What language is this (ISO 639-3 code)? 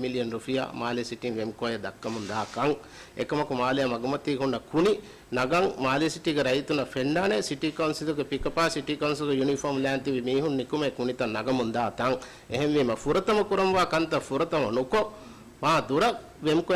div